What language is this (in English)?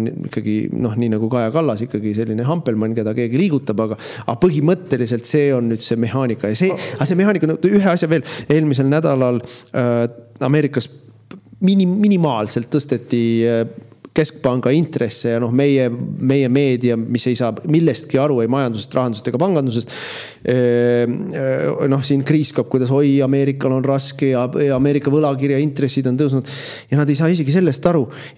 Estonian